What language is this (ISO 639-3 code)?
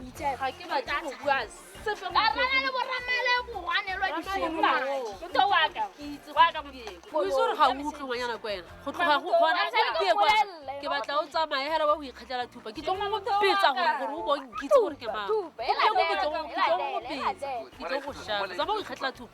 tsn